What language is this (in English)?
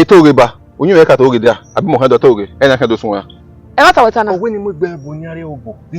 Bini